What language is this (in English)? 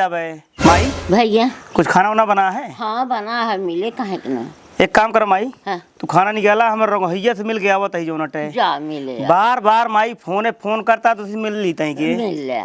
Awadhi